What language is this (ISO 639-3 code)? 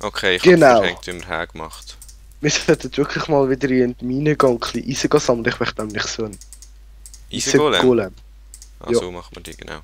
gsw